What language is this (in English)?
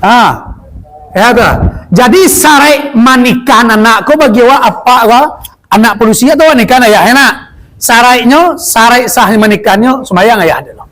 Minangkabau